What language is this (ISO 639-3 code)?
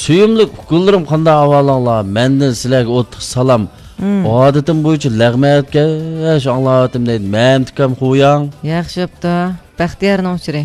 uig